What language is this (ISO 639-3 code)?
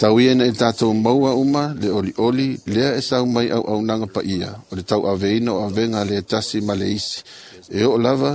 smo